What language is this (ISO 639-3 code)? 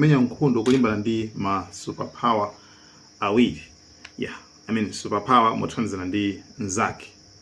nya